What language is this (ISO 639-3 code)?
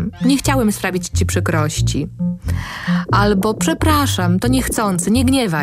pol